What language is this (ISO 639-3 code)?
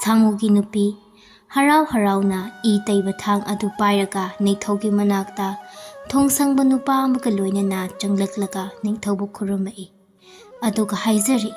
mni